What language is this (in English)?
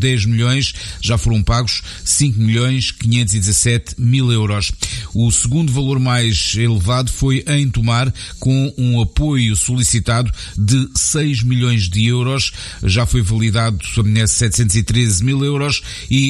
Portuguese